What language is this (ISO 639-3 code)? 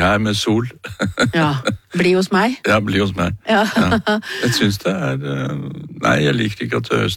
nor